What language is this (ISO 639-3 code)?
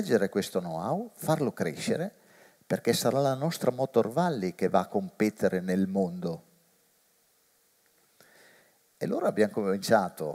ita